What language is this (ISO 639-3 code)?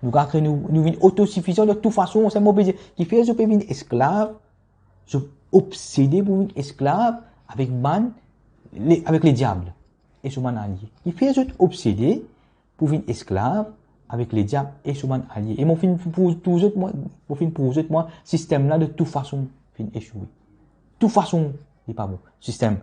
mfe